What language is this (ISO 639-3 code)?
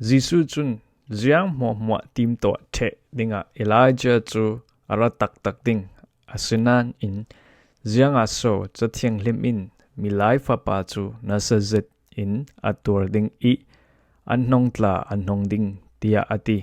cfm